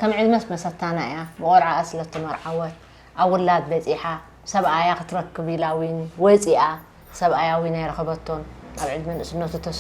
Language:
Tigrinya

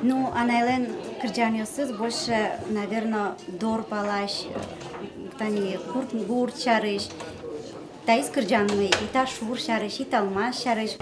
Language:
Udmurt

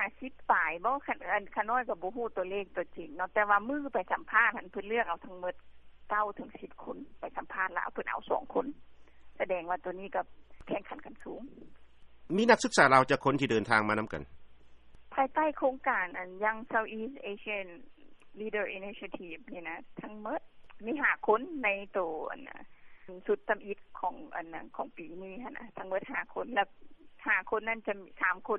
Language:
Lao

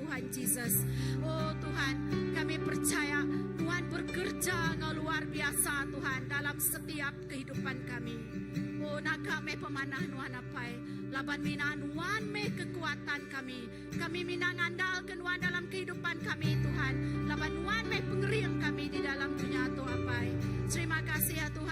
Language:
Iban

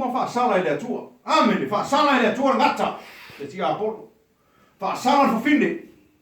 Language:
Samoan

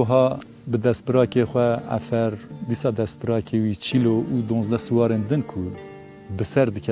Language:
Kurdish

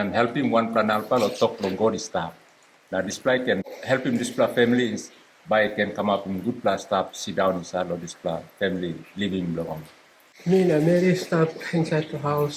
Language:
Tok Pisin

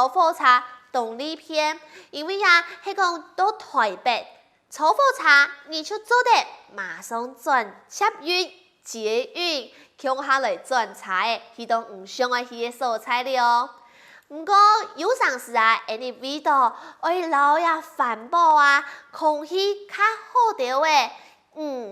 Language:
Hakka Chinese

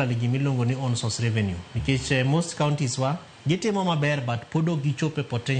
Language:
Luo (Kenya and Tanzania)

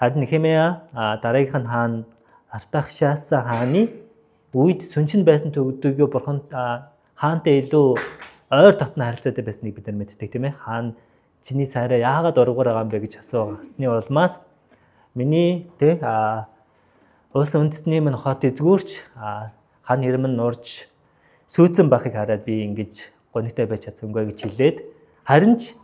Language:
Mongolian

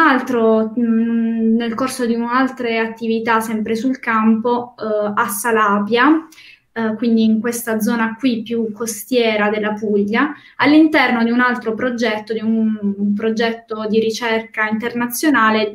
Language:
Italian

